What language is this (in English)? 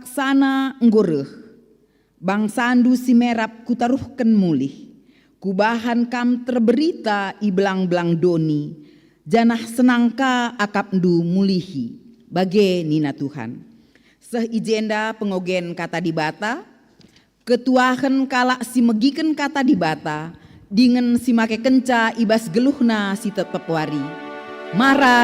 Batak Karo